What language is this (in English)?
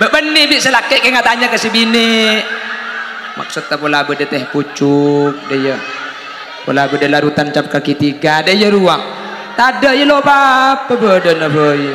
Madurese